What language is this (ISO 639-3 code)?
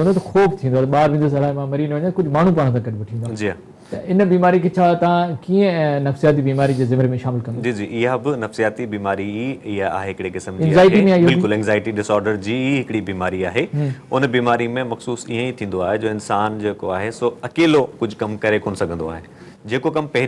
snd